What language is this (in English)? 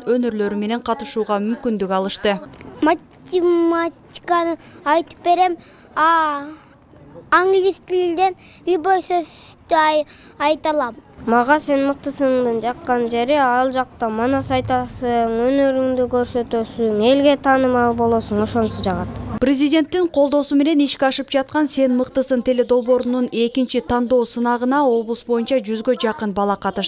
Kyrgyz